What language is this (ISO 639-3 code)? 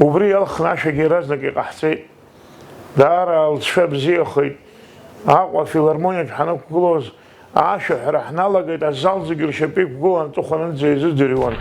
abk